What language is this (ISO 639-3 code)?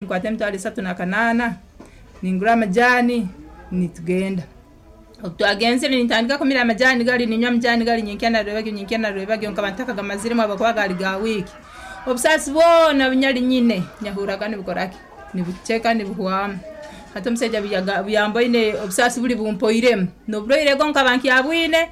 nyn